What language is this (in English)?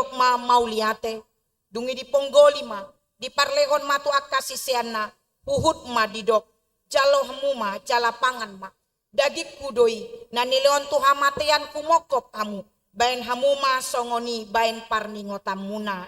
Batak Toba